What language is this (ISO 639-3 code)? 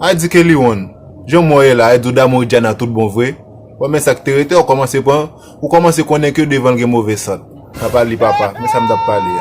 hat